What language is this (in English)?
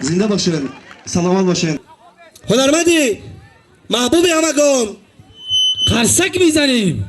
Tajik